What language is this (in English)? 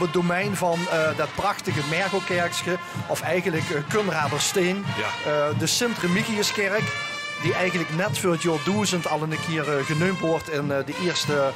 Limburgish